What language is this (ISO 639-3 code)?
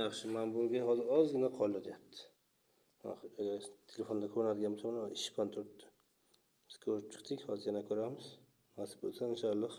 uzb